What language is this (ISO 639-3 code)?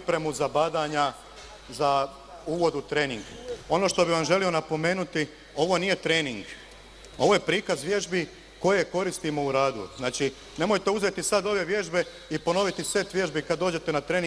hrv